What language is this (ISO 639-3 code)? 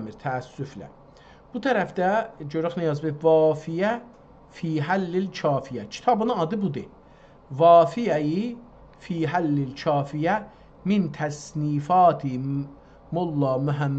azb